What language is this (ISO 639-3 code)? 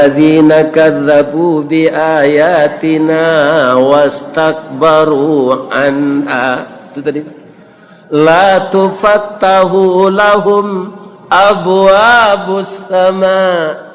min